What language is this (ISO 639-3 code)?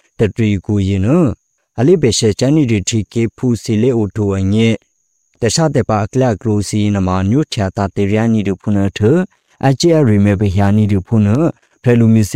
mya